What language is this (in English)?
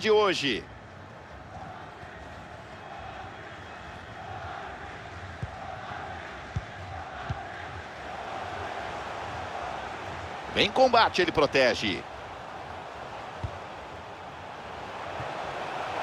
Portuguese